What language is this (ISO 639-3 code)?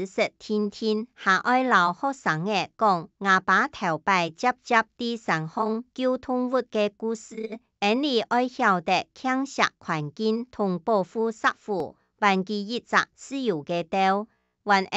hak